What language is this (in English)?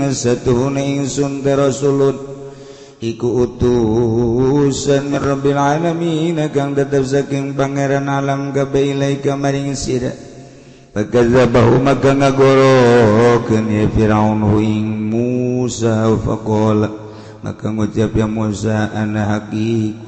Sundanese